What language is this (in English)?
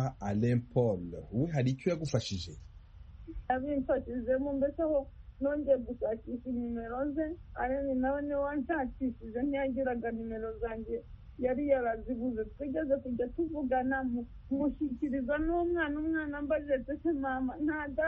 Kinyarwanda